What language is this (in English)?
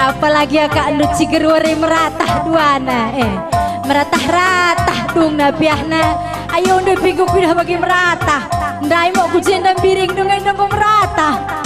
Batak Karo